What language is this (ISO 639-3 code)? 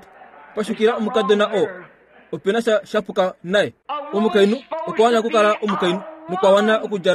kua